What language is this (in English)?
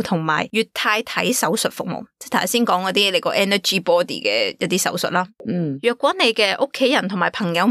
Cantonese